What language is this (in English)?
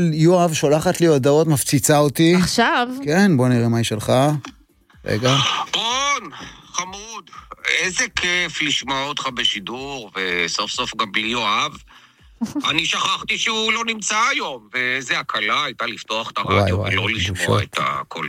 Hebrew